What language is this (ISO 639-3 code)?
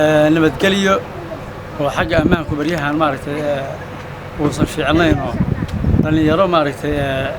som